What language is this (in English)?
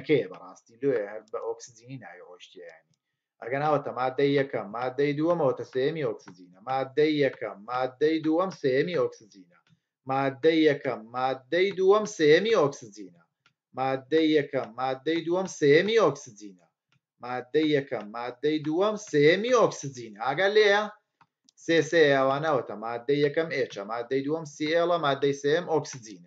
Central Kurdish